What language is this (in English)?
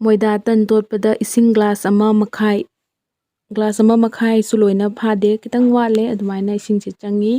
Manipuri